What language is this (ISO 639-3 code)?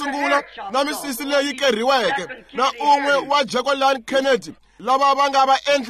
tso